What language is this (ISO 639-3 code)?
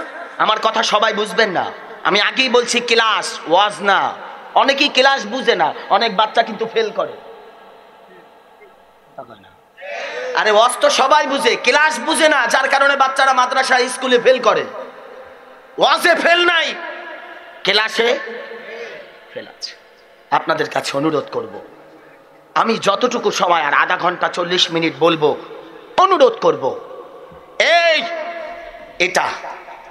ben